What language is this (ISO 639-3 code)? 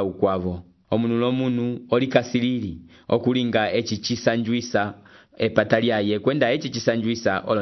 umb